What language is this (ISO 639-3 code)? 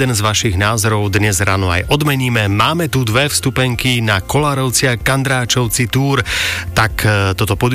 slk